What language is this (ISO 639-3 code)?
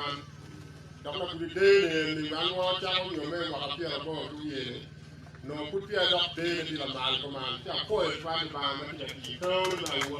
ach